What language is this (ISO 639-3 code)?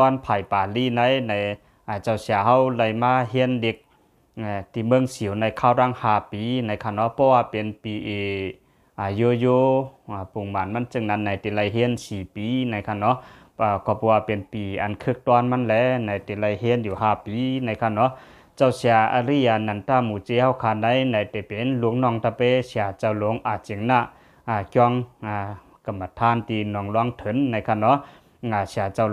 lao